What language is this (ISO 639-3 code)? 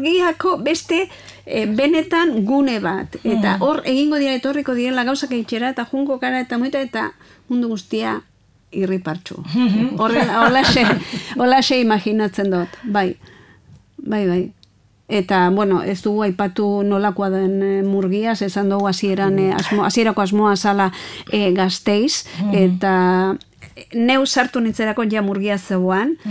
eus